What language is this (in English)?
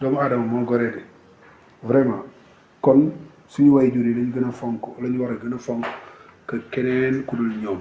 Wolof